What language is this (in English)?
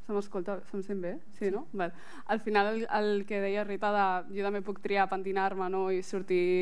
Catalan